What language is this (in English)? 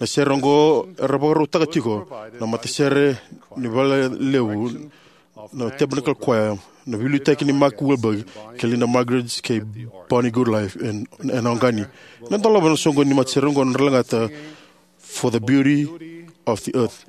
Fijian